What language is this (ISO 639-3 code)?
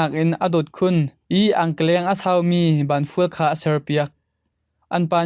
cnh